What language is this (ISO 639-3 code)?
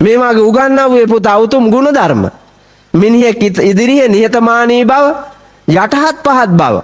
sin